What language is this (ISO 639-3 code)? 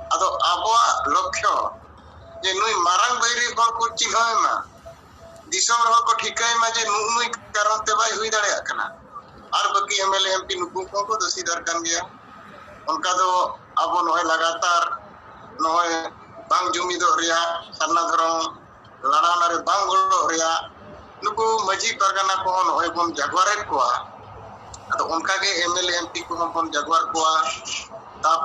sat